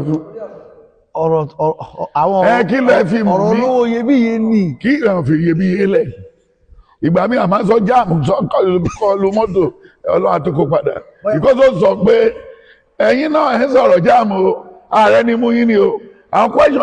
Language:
Yoruba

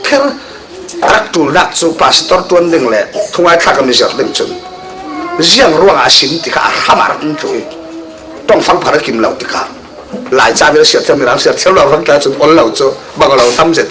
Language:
Falam Chin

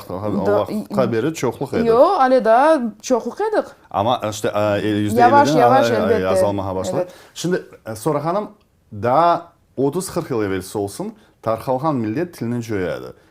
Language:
Crimean Tatar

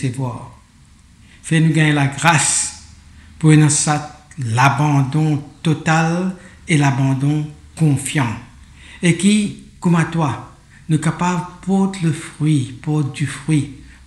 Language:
Morisyen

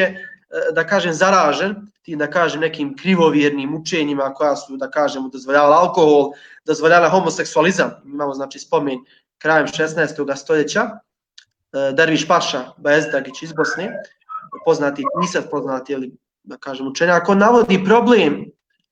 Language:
Bosnian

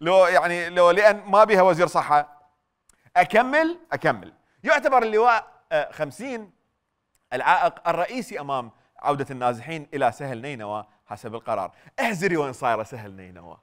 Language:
Mesopotamian Arabic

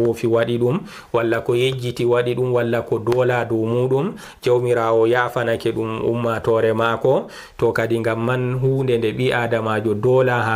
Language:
Fula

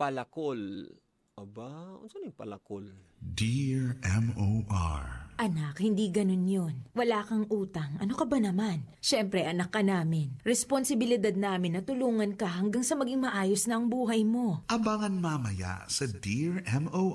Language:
Cebuano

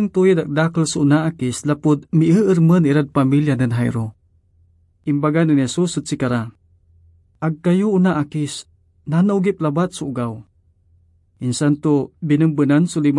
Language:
Pangasinan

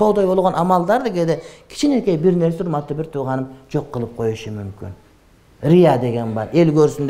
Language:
Kyrgyz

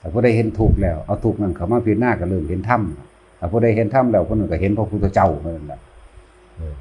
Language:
Northeastern Thai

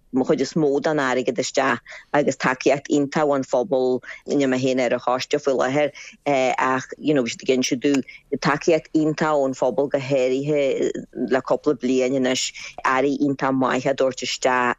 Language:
Irish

